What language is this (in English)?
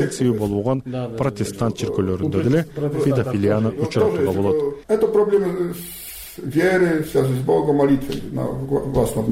Kyrgyz